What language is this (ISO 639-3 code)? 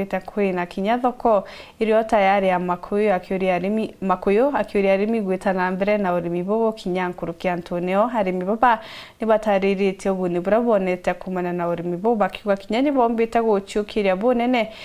mer